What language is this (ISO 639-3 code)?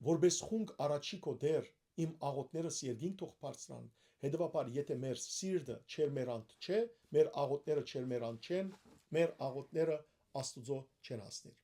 hyw